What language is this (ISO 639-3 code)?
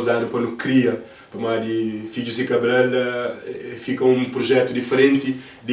kea